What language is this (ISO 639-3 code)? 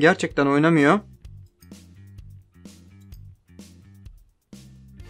tur